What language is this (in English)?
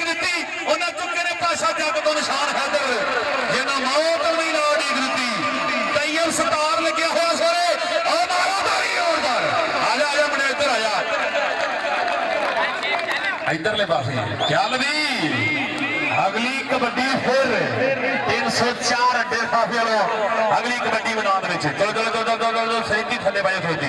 Punjabi